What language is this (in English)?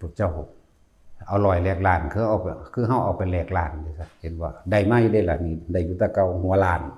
Lao